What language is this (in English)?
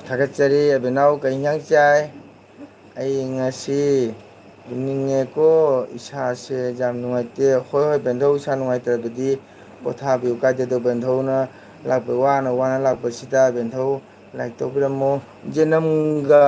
Manipuri